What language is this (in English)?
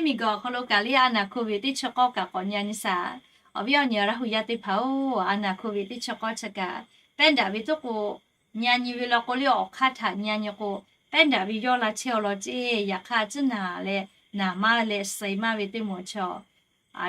Lahu